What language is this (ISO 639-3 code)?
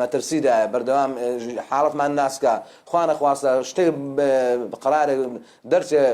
ckb